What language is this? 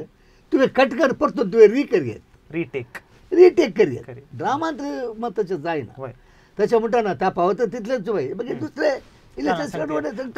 Konkani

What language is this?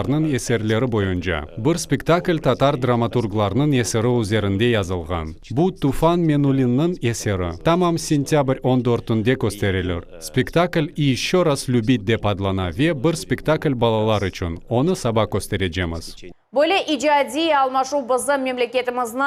Crimean Tatar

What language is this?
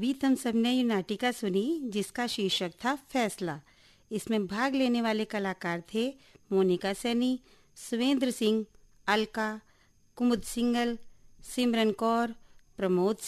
Hindi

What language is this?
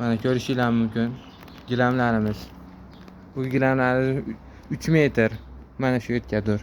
Uzbek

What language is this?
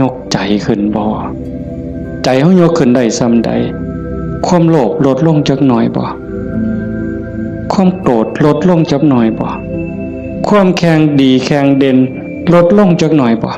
Northeastern Thai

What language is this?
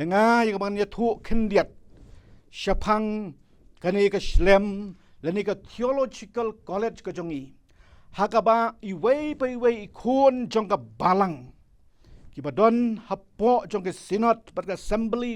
Khasi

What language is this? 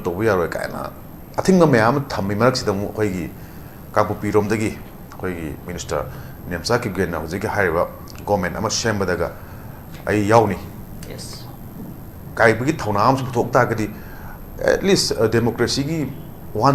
Manipuri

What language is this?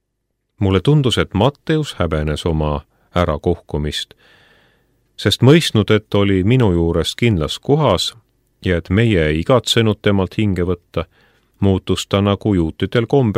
Estonian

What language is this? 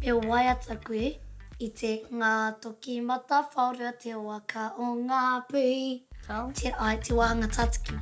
Māori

